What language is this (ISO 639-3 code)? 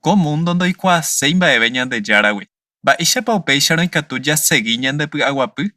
grn